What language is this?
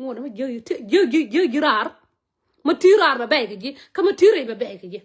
Nuer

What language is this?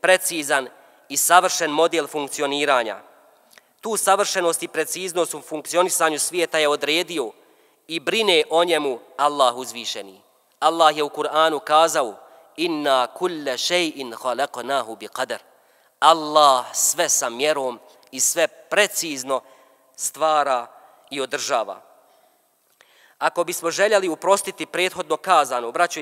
Bosnian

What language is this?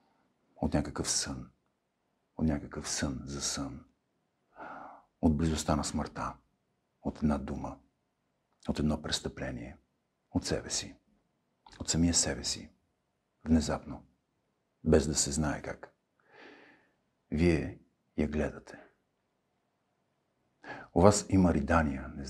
Bulgarian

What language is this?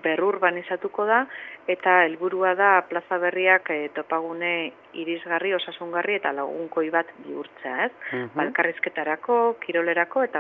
Basque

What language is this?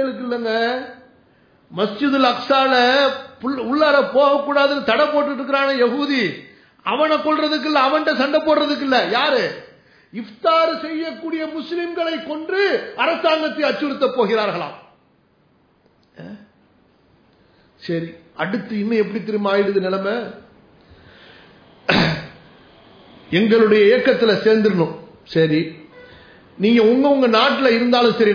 Tamil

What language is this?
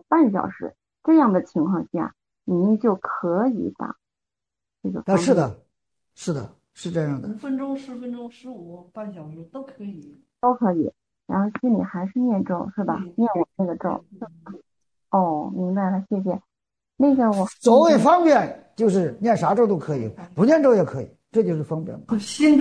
Chinese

